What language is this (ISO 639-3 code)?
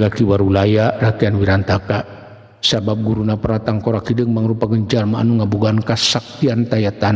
sun